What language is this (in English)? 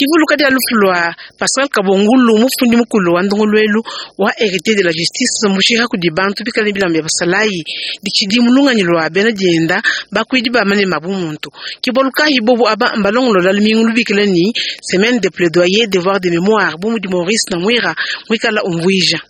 Luba-Lulua